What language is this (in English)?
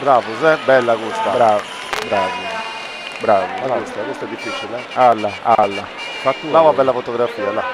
Sardinian